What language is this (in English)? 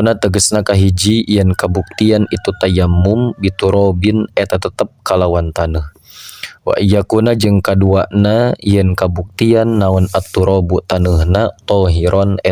Sundanese